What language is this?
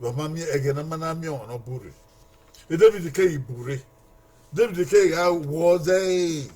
Bini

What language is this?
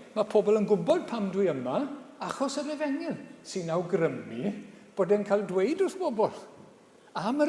Welsh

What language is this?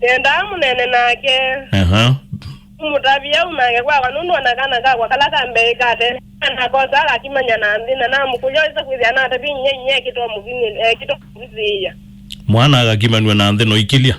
Kamba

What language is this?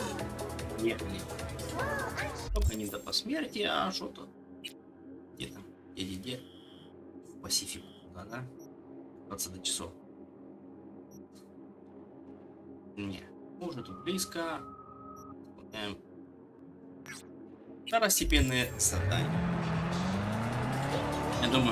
Russian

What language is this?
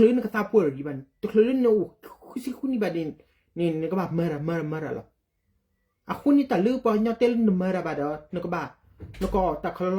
S'gaw Karen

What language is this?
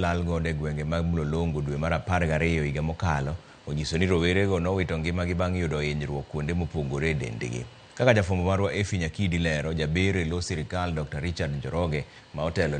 Luo (Kenya and Tanzania)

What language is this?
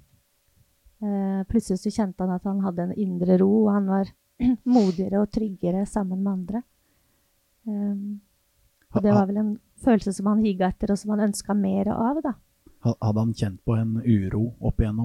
Norwegian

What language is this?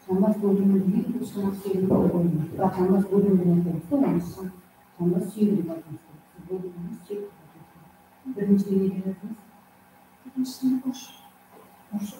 Kara-Kalpak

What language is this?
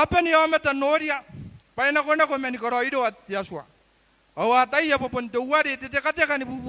Gilbertese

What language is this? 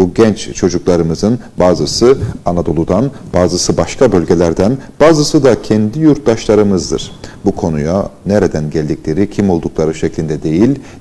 Turkish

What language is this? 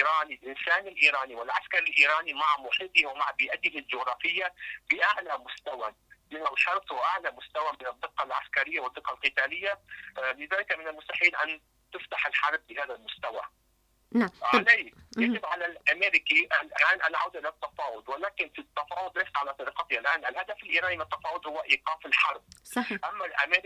Arabic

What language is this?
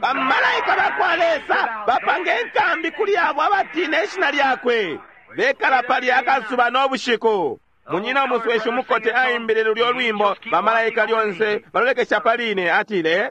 Bemba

